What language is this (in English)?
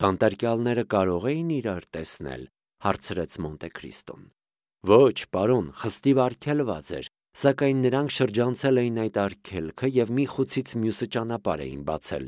Armenian